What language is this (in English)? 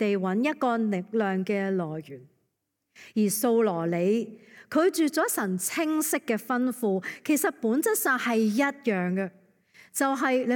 Cantonese